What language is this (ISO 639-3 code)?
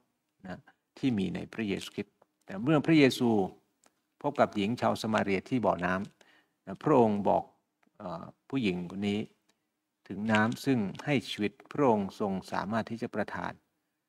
tha